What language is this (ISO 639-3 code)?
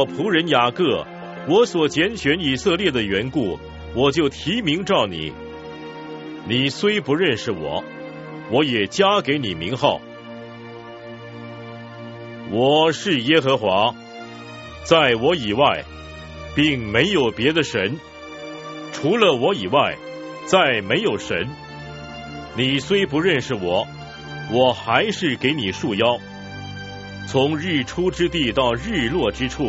zho